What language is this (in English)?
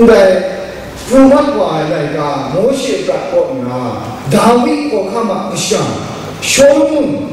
Kachin